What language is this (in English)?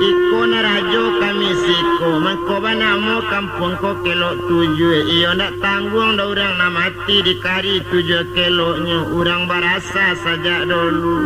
Minangkabau